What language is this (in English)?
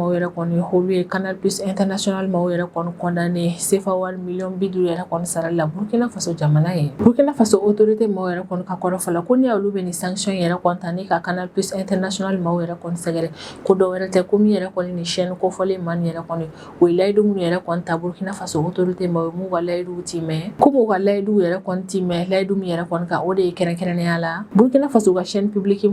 Bambara